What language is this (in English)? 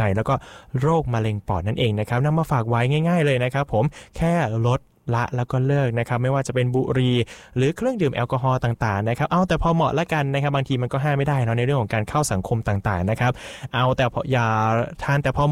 Thai